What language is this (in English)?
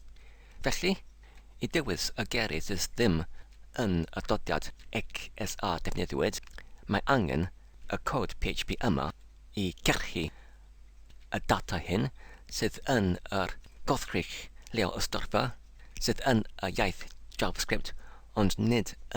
Welsh